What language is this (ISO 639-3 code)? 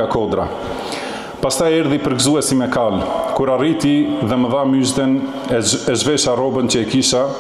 sqi